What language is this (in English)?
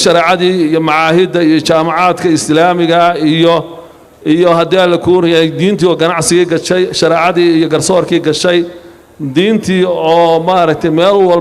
Somali